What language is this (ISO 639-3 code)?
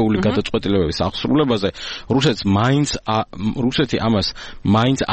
kat